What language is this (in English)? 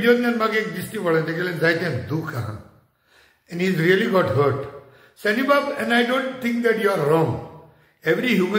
Konkani